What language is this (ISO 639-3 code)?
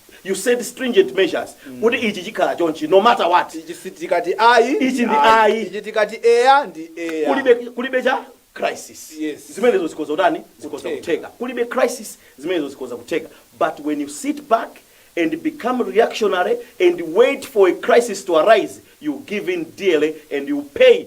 nya